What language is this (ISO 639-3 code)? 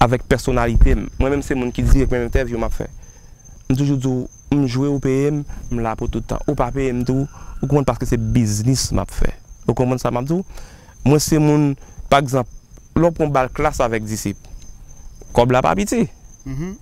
hat